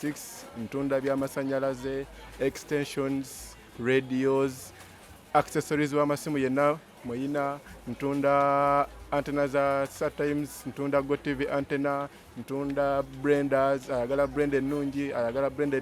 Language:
Ganda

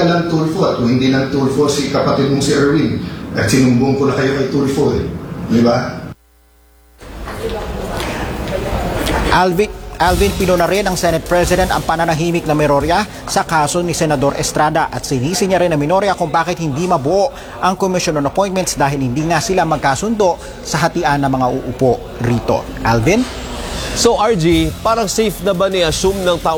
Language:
Filipino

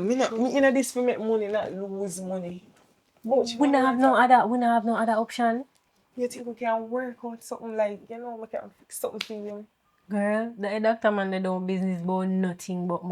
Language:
Jamaican Creole English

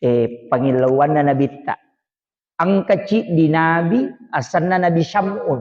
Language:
Buginese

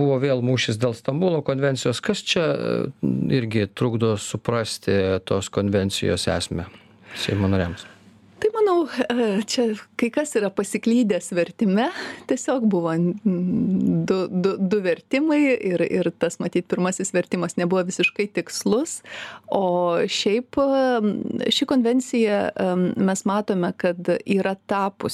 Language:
Lithuanian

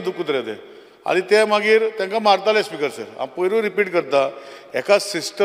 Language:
Konkani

